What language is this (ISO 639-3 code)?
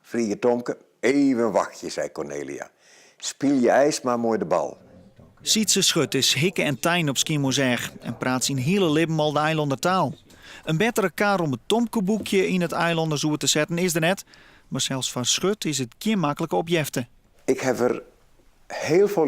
fry